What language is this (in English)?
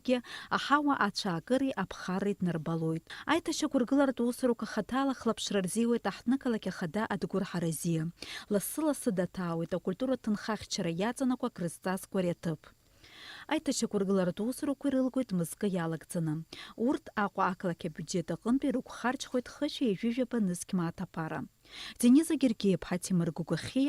Abkhazian